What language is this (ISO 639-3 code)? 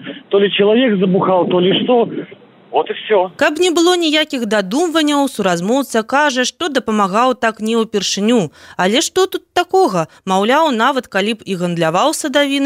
bel